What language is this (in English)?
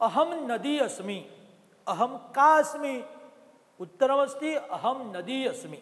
Sanskrit